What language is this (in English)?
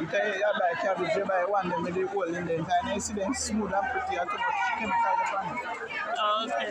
Jamaican Creole English